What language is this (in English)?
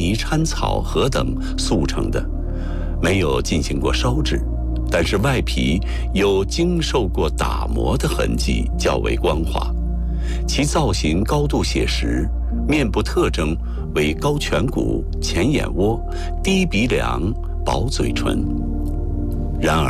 Chinese